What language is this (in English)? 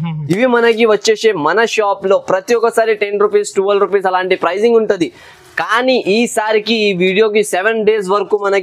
Telugu